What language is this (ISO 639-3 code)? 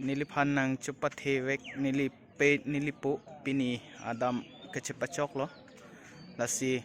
mjw